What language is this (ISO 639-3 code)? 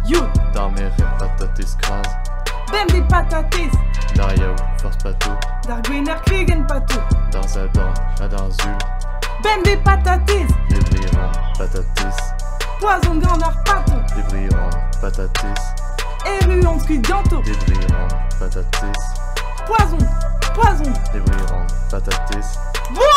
bre